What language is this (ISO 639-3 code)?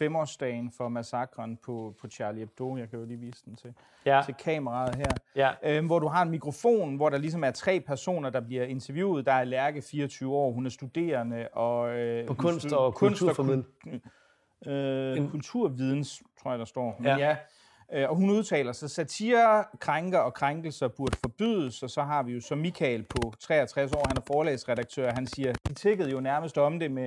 dan